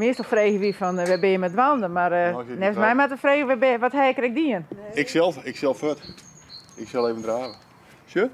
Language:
Western Frisian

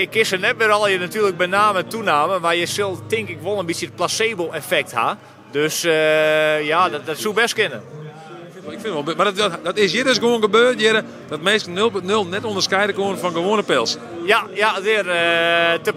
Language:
Western Frisian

